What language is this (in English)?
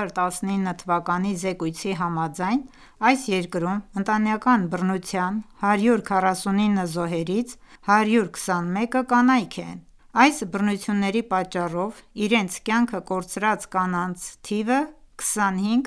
Armenian